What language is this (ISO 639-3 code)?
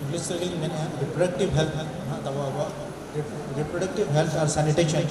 sat